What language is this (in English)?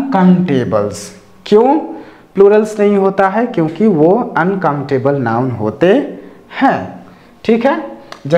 Hindi